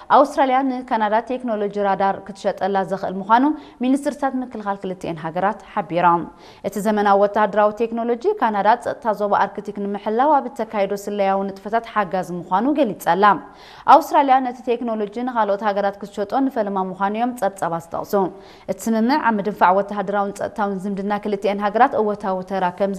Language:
Tigrinya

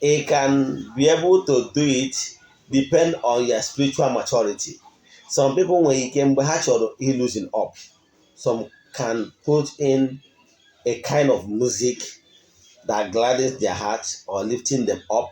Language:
Igbo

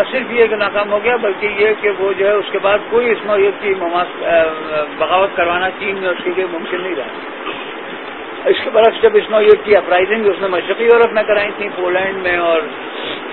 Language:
Urdu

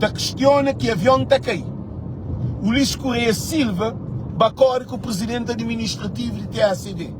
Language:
Kabuverdianu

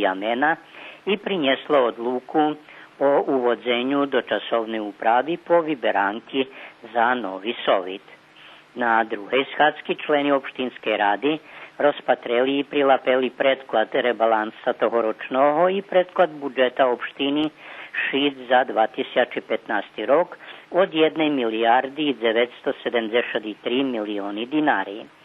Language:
Rusyn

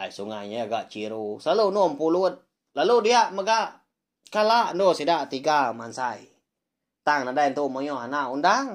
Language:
Iban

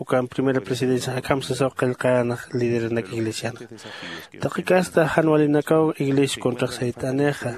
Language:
Aymara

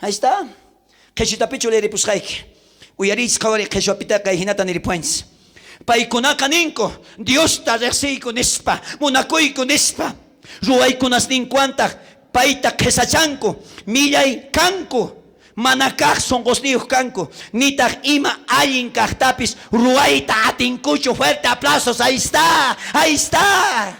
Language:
South Bolivian Quechua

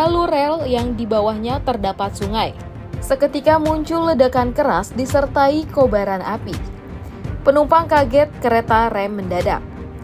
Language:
Indonesian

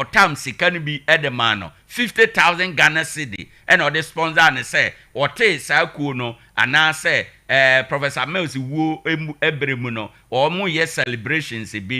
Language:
Akan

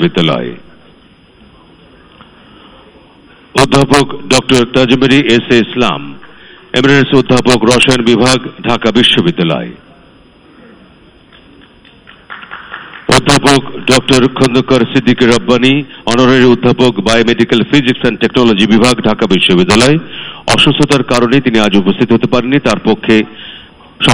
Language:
Bangla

